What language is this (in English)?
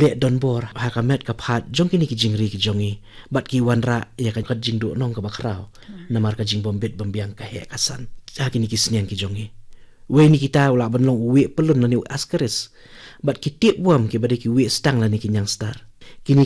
Khasi